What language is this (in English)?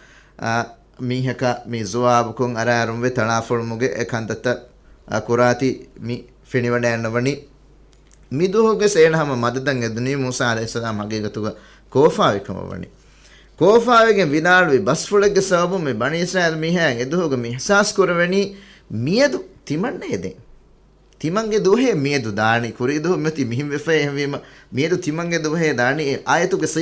Divehi